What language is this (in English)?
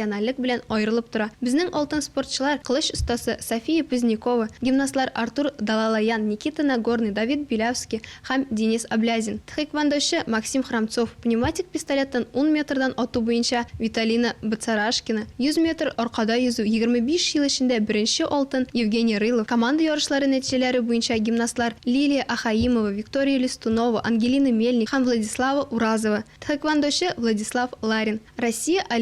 Tatar